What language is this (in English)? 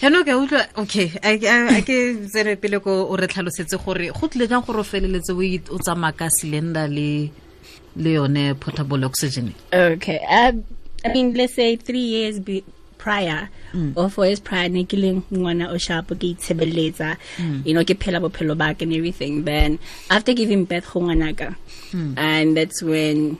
Tswana